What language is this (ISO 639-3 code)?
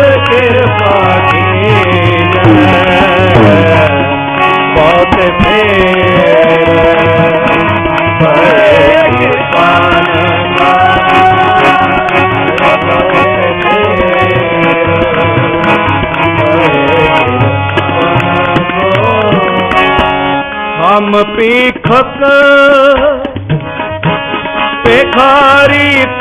pan